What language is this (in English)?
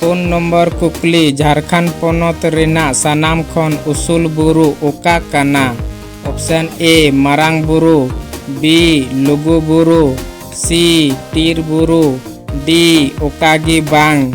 Santali